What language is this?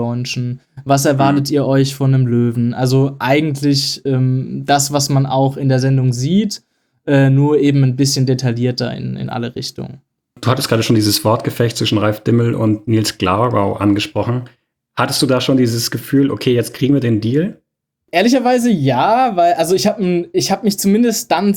German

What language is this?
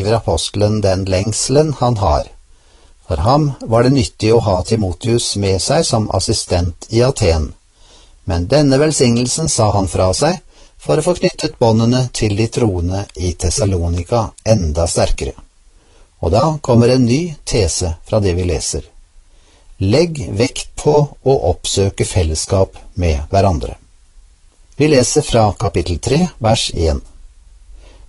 Norwegian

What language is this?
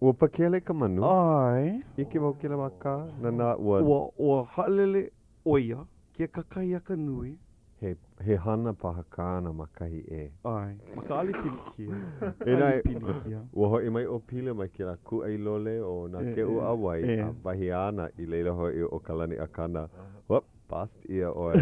Hawaiian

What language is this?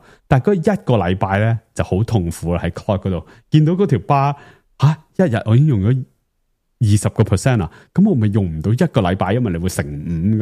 Cantonese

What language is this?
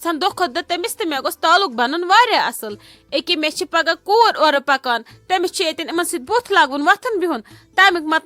Kashmiri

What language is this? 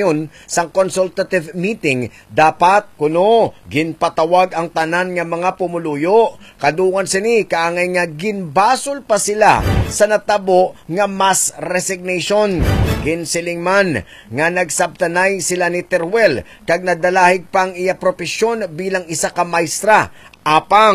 Hiligaynon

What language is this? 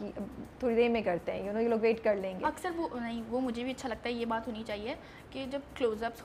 Urdu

